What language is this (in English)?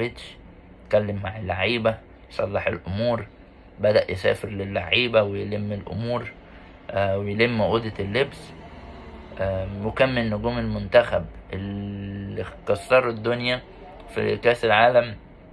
Egyptian Arabic